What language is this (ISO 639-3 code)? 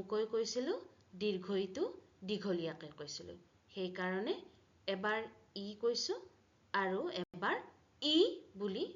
asm